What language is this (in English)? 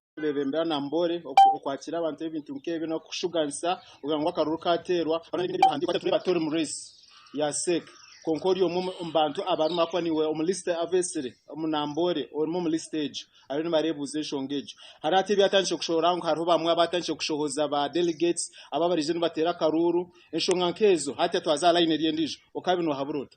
Nyankole